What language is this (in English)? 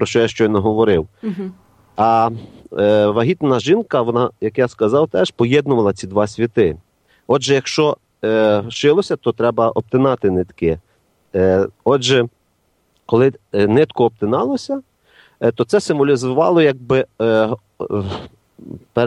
Ukrainian